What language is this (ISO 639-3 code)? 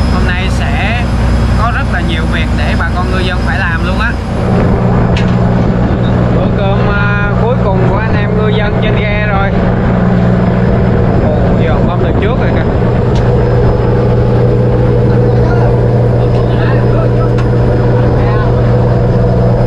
vie